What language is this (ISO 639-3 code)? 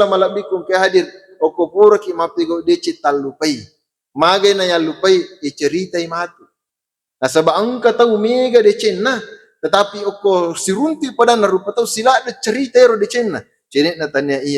bug